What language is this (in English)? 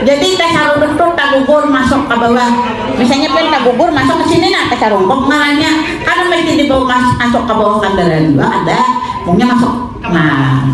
Banjar